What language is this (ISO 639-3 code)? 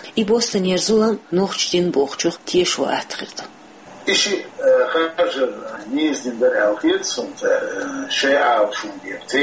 che